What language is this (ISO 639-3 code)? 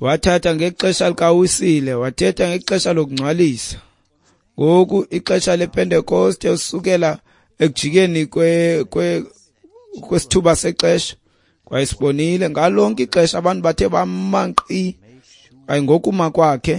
xho